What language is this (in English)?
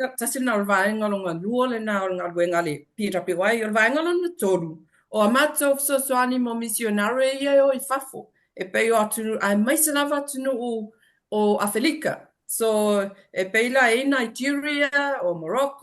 Samoan